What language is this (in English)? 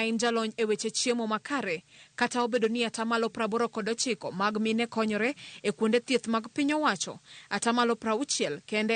Luo (Kenya and Tanzania)